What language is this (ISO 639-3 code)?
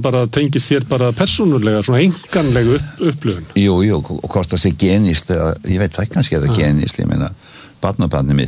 isl